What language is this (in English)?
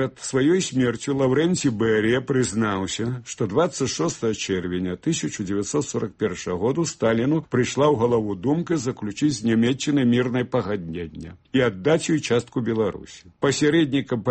Belarusian